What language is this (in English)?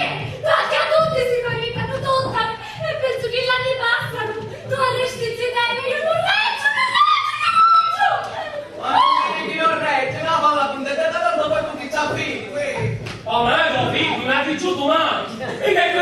Sicilian